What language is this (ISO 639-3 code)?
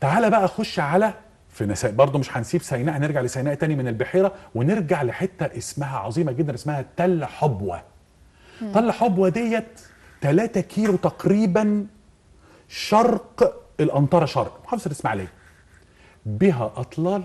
arz